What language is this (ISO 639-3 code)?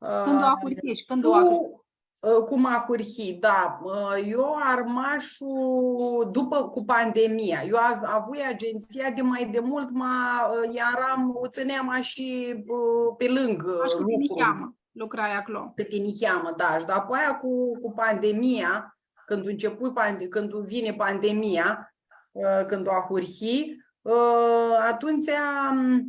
rup